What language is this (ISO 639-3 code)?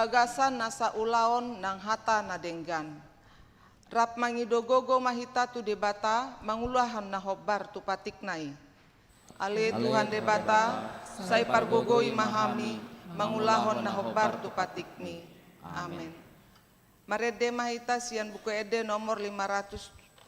bbc